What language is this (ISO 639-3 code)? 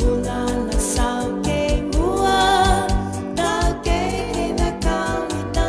fij